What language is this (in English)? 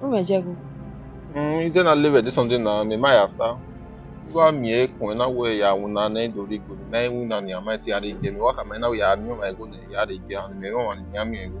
Bini